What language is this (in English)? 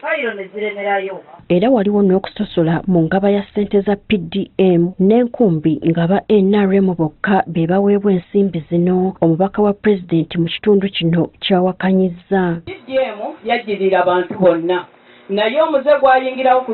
Ganda